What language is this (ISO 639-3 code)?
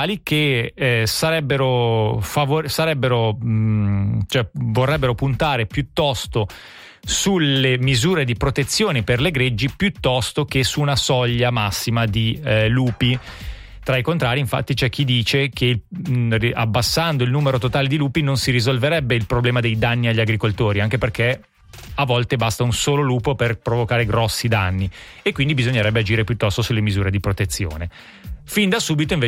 ita